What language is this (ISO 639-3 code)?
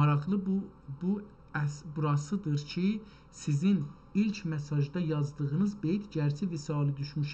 azb